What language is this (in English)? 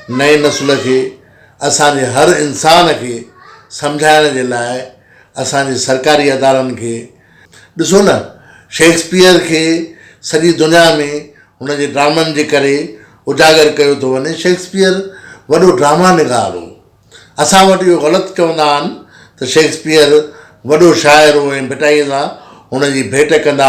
Sindhi